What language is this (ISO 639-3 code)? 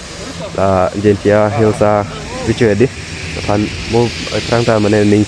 mjw